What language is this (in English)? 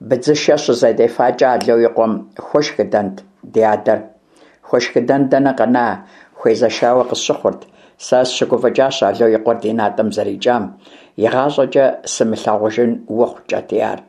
Kabardian